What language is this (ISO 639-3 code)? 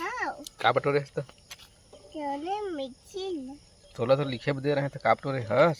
hne